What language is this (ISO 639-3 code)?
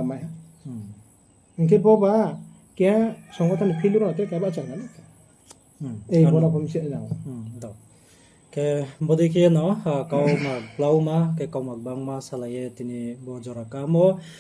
ria